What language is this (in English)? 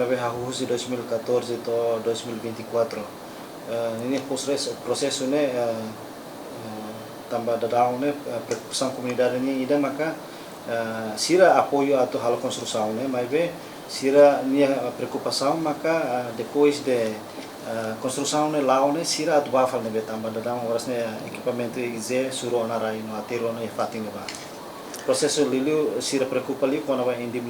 Tetum